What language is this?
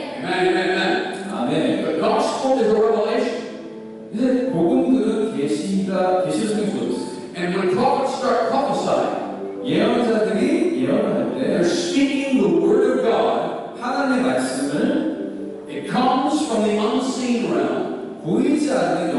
Korean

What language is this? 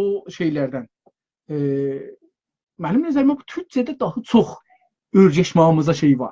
South Azerbaijani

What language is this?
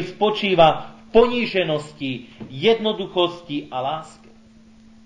Slovak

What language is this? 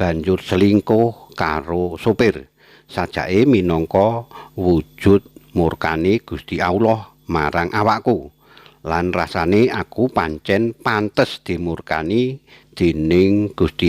Javanese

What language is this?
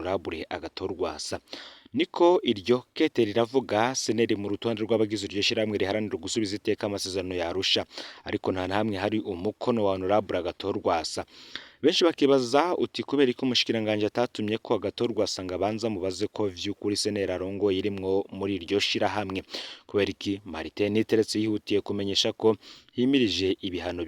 Rundi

